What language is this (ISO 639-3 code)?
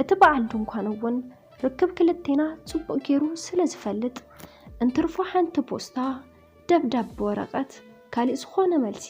tir